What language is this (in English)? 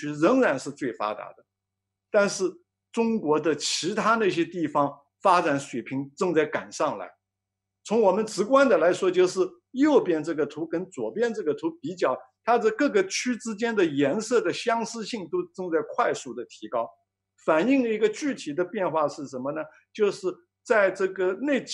Chinese